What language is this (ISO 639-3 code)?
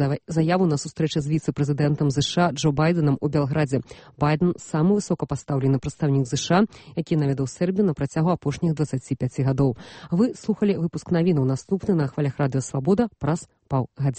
bel